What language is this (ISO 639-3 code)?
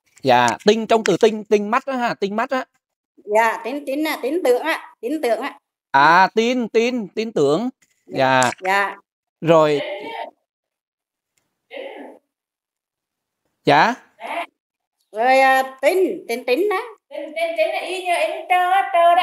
vie